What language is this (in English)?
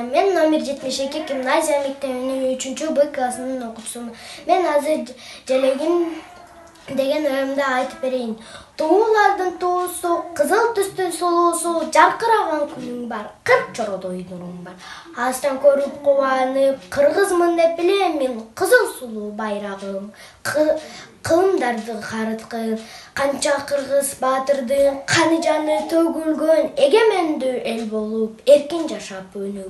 Kyrgyz